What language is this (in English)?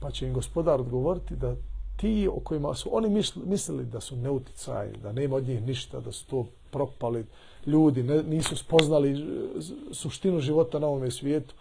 Bosnian